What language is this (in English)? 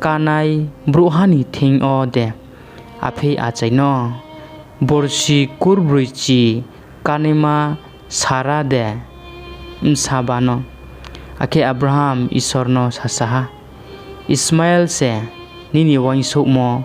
Riang (India)